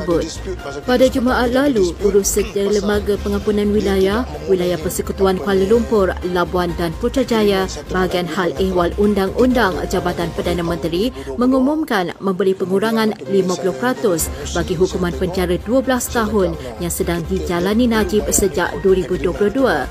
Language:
Malay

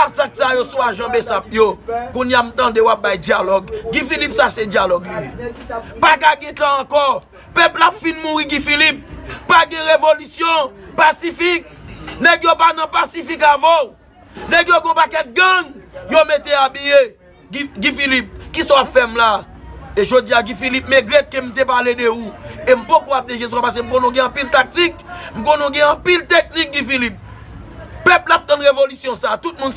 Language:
Haitian Creole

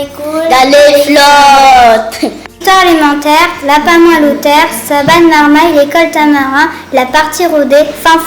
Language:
Réunion Creole French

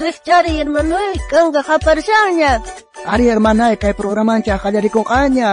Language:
South Bolivian Quechua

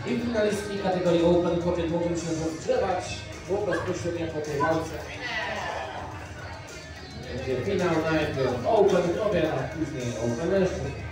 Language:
Polish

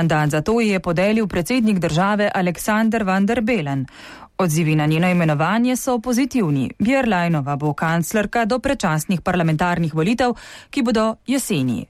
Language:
Slovenian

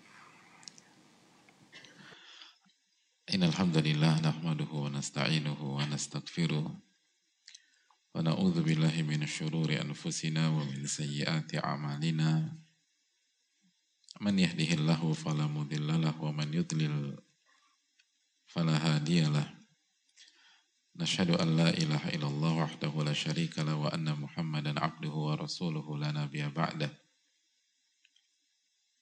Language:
Indonesian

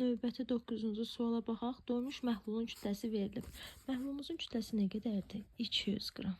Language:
Azerbaijani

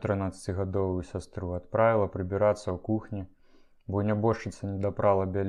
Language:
Belarusian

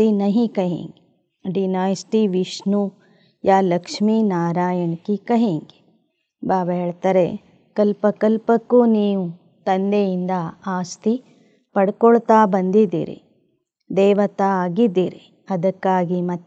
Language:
Kannada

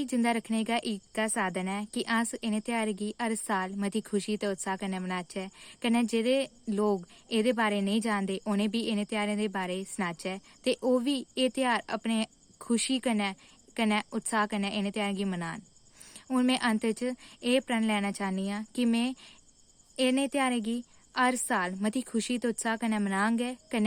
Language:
Dogri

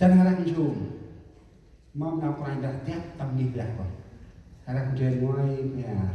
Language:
Central Mnong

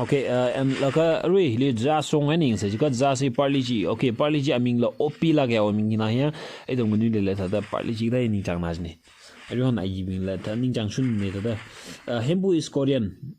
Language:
Tangkhul Naga (India)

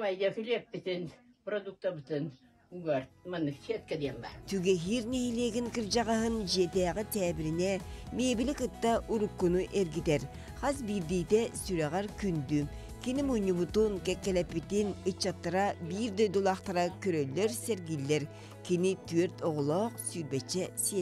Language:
Yakut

